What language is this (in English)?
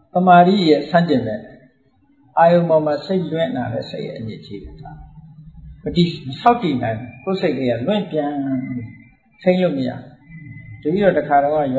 Burmese